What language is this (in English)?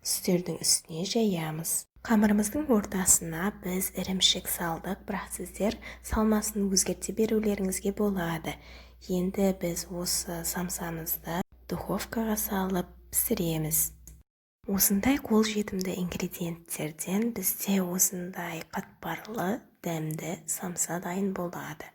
Kazakh